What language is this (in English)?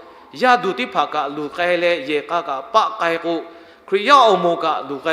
Lahu